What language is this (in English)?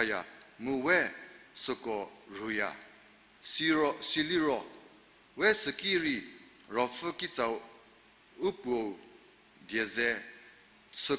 Angami Naga